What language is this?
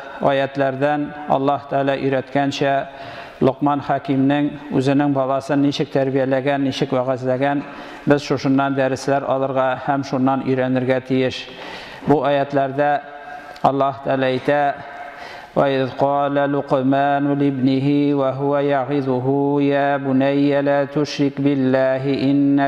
Tatar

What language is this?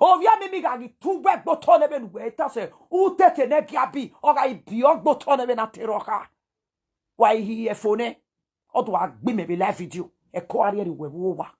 Nigerian Pidgin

